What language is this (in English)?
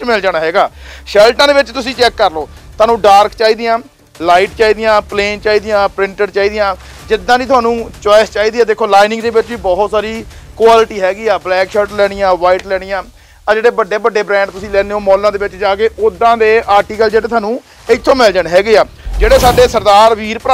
Punjabi